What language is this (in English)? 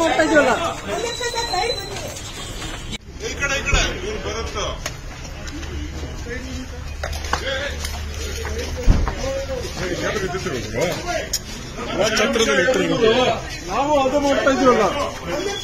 Kannada